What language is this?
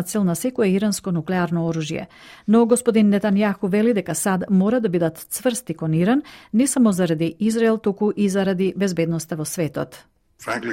Macedonian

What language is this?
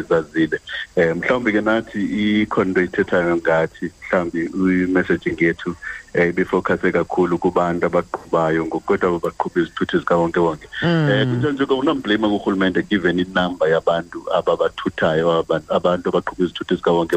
Xhosa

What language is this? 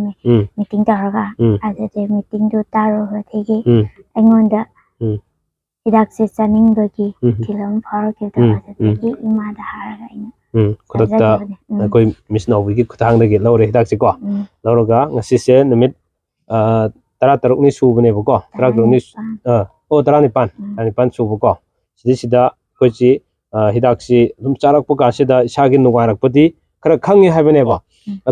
Manipuri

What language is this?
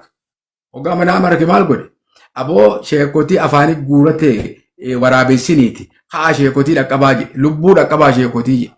Oromo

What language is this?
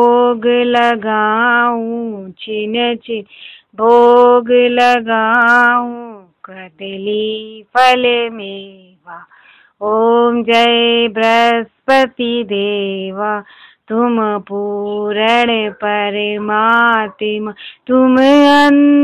Sanskrit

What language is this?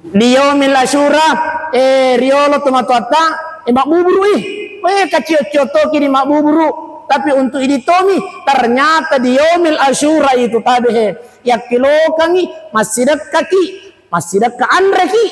Buginese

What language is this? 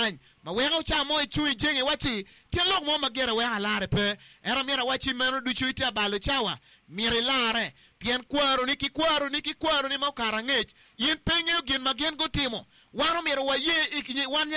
Acoli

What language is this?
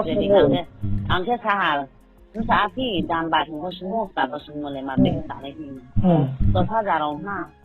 Riang (India)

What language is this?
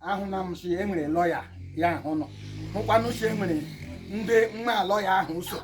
Igbo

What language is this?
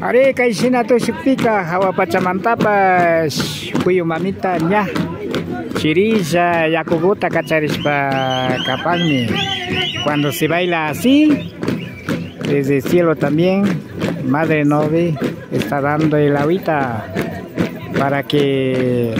Imbabura Highland Quichua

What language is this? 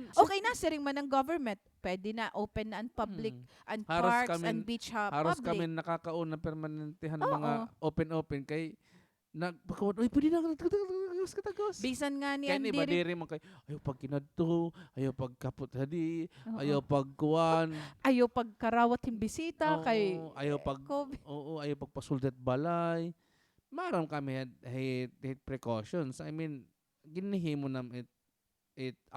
Waray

